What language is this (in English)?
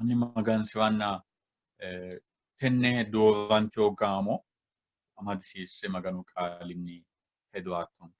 Sidamo